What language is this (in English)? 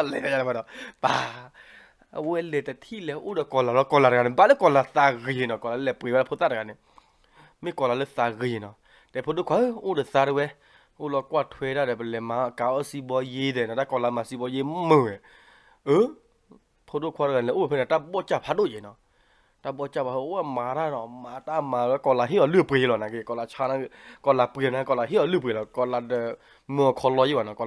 S'gaw Karen